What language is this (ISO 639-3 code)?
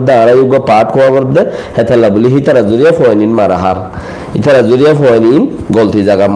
rhg